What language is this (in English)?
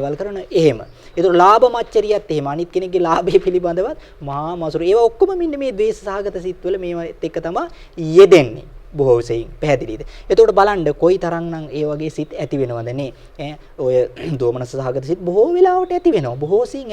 Sinhala